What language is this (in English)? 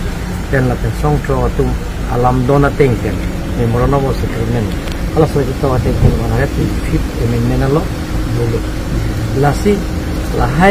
Karbi